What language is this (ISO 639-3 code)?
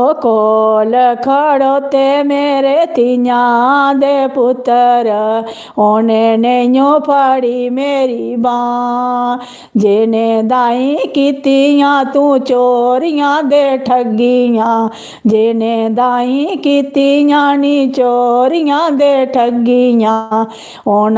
doi